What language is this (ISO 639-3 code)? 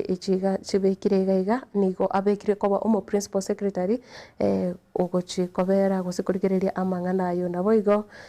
guz